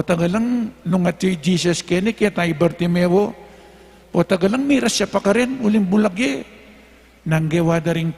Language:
Pampanga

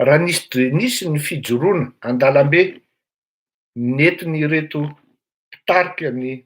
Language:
Malagasy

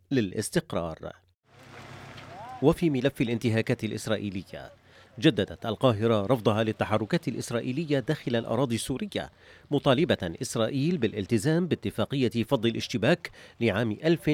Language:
Arabic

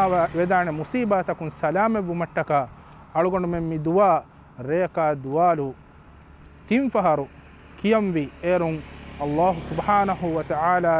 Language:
Divehi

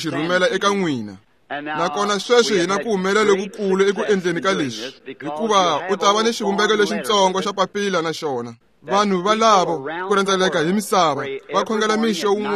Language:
Tsonga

